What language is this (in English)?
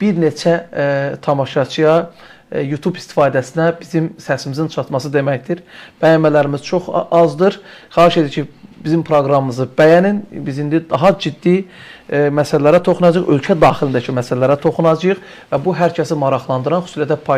Azerbaijani